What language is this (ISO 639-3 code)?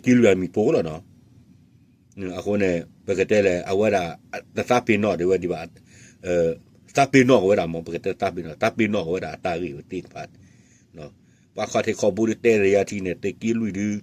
ksw